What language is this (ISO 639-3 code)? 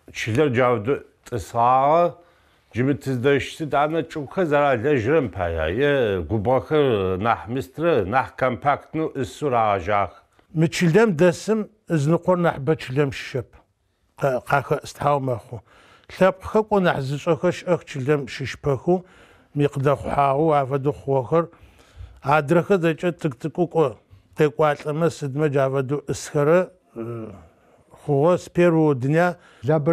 ady